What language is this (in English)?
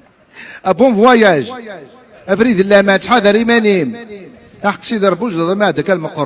Kabyle